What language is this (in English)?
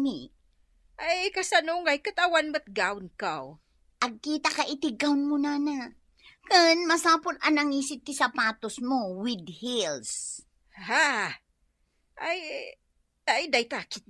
Iloko